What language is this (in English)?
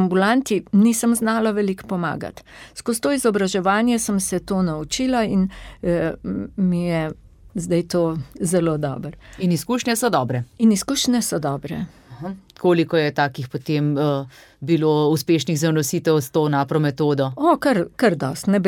Slovenian